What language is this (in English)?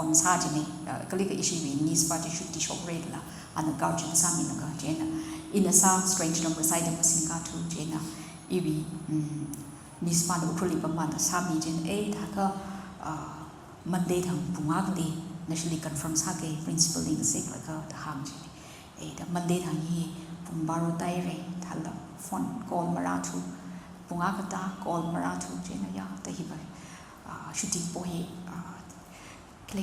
Tangkhul Naga (India)